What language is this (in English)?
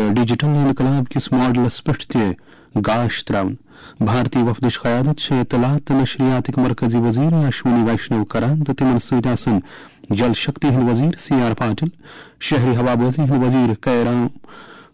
Kashmiri